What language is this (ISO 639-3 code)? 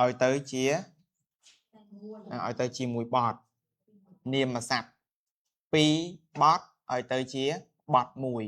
khm